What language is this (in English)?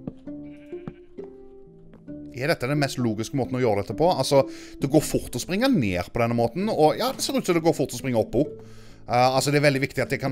Norwegian